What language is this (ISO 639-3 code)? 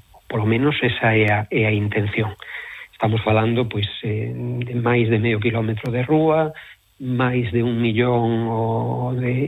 glg